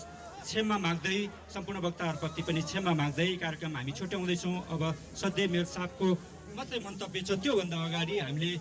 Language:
Nepali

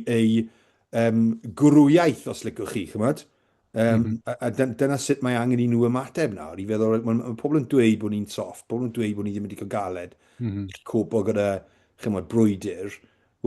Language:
Welsh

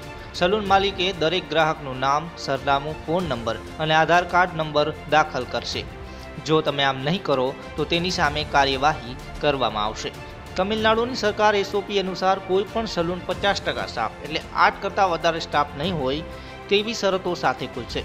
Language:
Gujarati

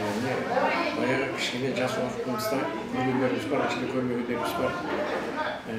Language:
Kara-Kalpak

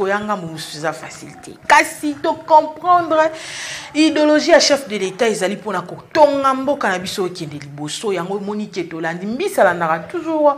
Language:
Lingala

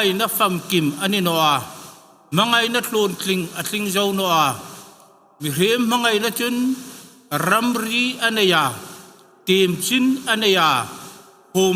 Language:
Hmar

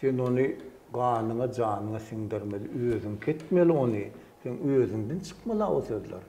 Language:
Turkmen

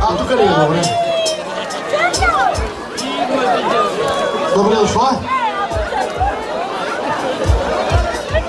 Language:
Bulgarian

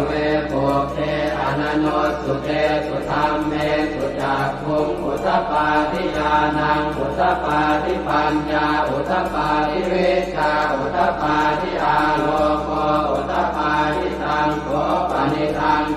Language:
Pali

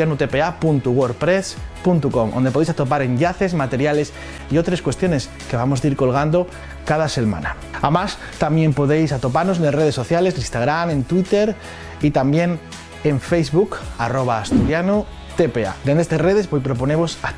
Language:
Asturian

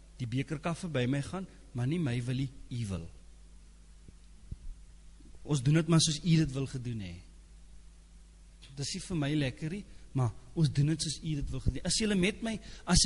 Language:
Afrikaans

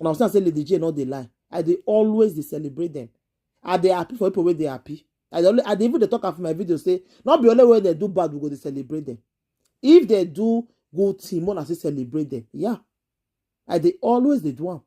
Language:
Nigerian Pidgin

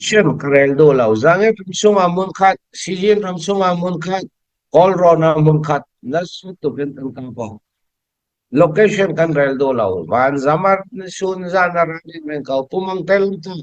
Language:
Falam Chin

